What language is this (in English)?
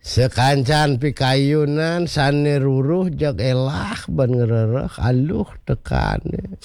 Balinese